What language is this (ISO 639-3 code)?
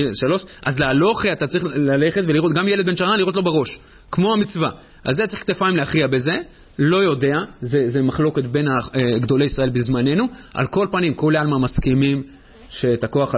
heb